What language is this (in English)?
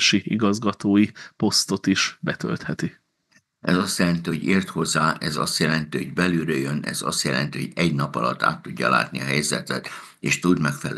Hungarian